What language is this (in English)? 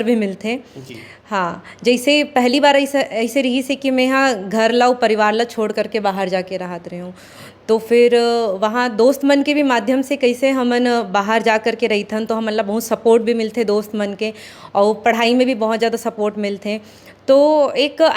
Chhattisgarhi